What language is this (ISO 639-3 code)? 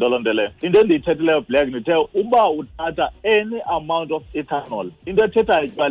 xho